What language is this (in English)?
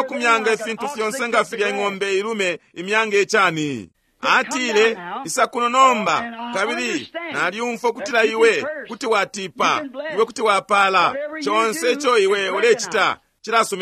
Bemba